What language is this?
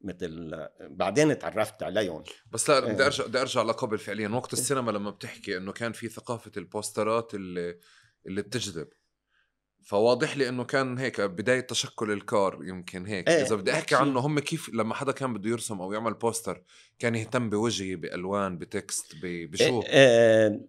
North Levantine Arabic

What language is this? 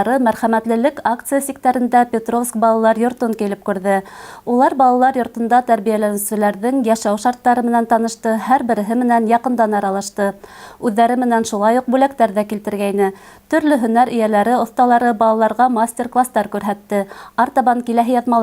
Bashkir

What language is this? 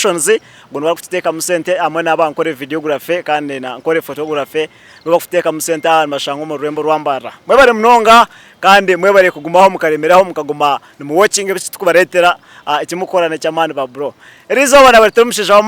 Nyankole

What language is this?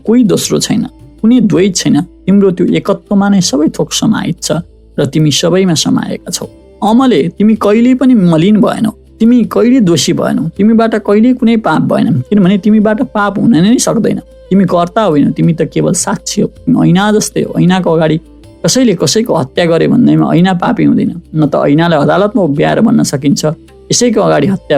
Nepali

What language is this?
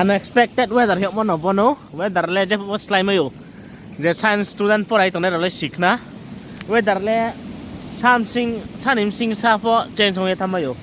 Riang (India)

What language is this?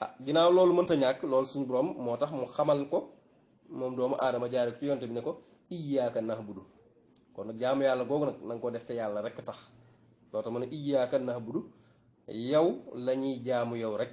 Wolof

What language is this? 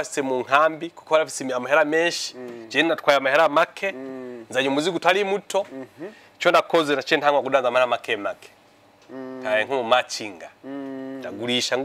Rundi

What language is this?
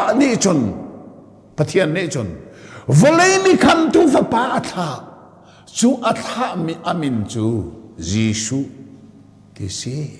Hakha Chin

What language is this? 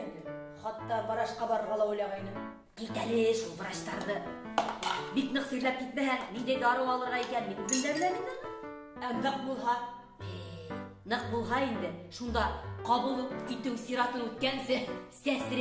Bashkir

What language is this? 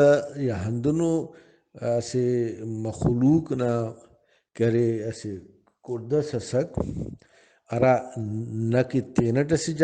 Brahui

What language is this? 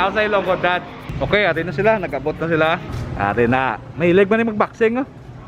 Hiligaynon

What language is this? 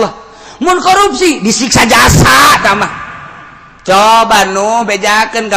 Sundanese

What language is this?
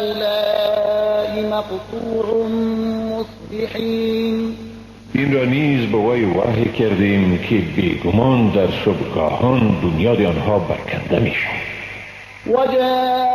Persian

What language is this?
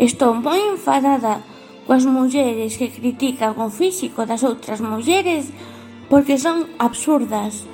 Galician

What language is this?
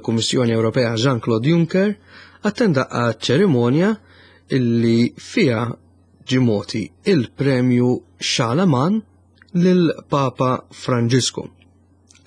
Maltese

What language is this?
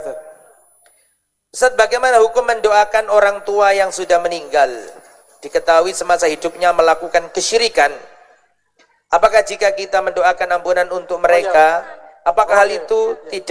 Indonesian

